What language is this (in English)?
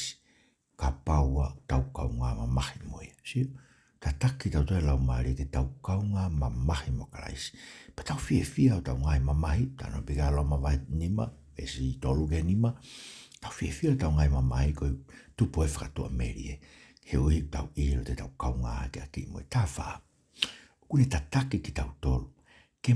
Tongan